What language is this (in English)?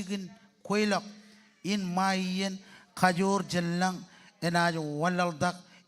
Marshallese